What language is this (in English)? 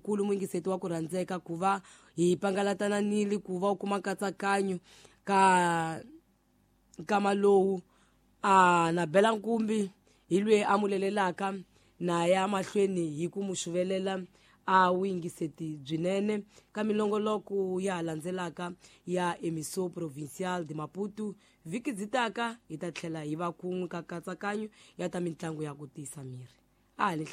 Tsonga